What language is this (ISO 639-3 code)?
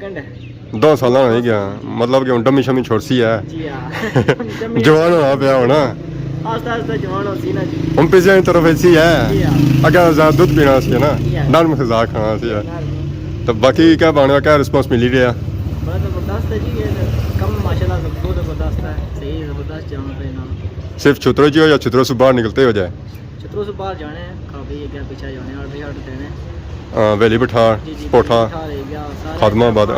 phr